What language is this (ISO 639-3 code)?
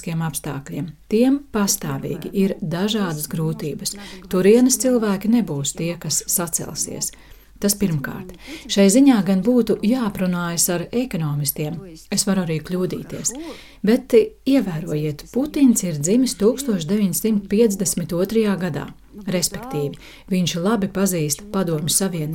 lav